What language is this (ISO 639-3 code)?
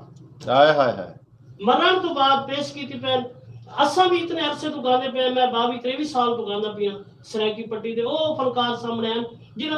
skr